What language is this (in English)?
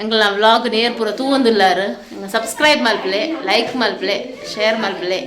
Tulu